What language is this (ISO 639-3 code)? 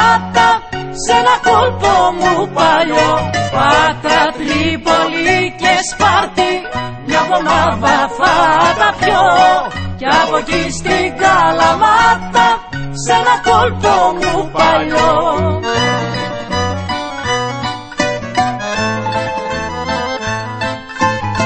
ell